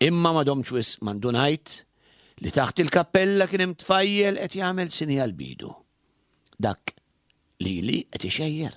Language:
Maltese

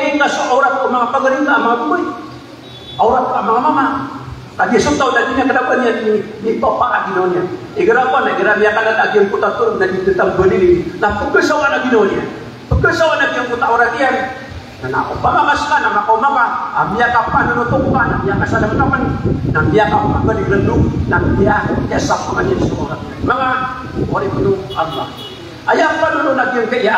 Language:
Maranao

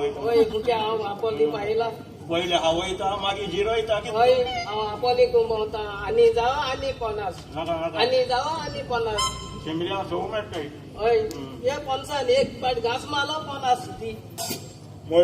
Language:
Konkani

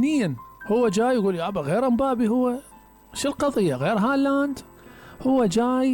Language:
Mesopotamian Arabic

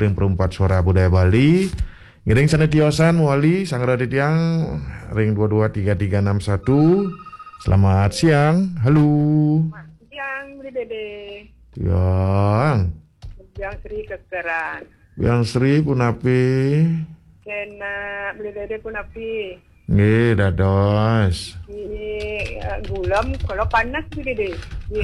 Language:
Balinese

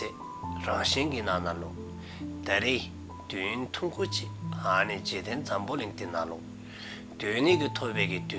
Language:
Dzongkha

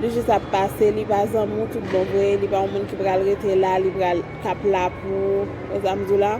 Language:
Haitian Creole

